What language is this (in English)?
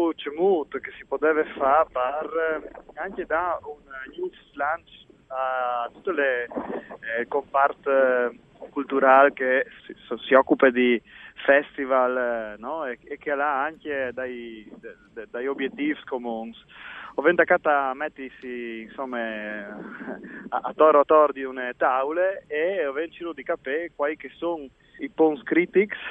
Friulian